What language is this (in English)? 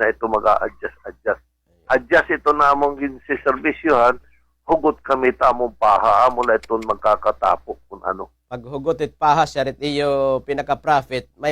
Waray